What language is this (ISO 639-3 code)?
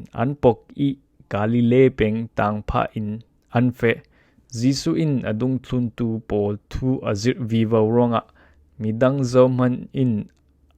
cfm